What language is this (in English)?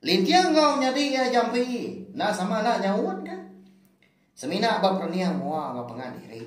Iban